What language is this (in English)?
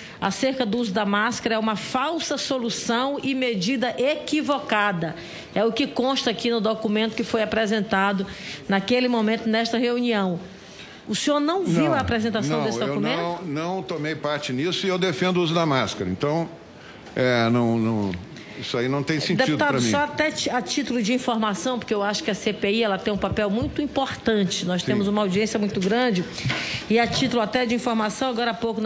Portuguese